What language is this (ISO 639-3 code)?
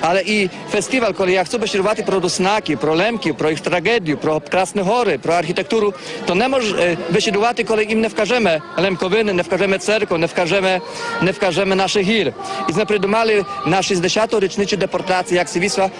rue